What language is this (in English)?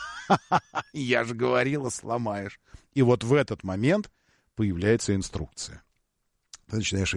Russian